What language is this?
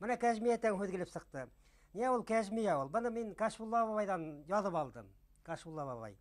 Bashkir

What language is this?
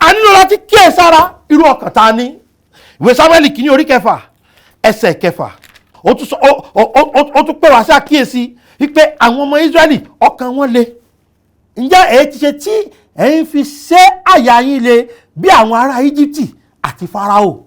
Yoruba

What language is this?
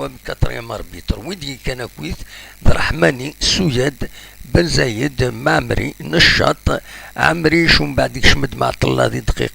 Kabyle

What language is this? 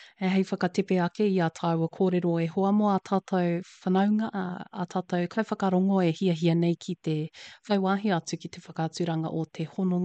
Māori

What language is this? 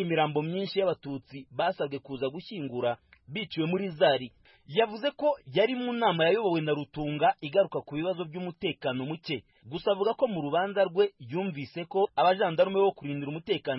Kinyarwanda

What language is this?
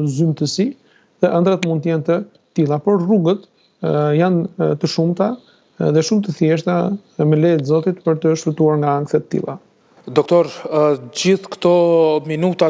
Albanian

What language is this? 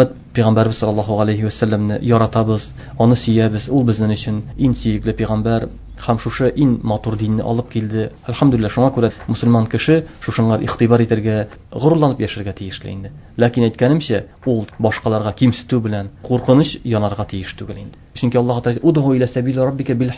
Tatar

